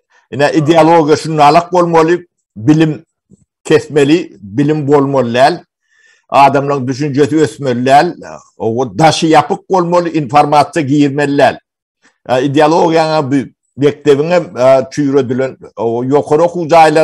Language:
Turkmen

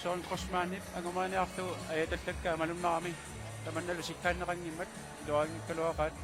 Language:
Kalaallisut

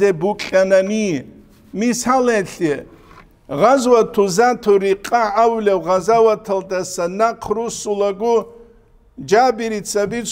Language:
Avaric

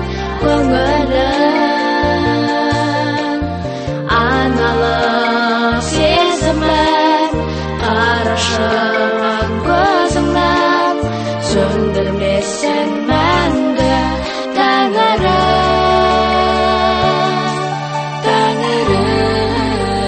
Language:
Kazakh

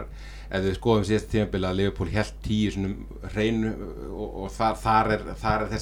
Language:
Icelandic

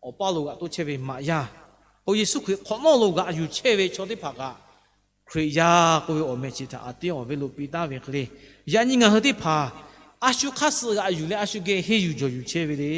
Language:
Lahu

